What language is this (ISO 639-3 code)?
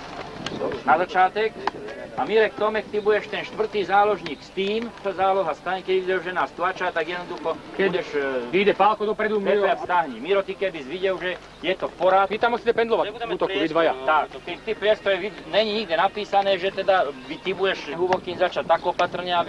slk